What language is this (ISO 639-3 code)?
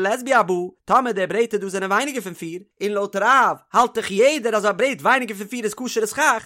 yid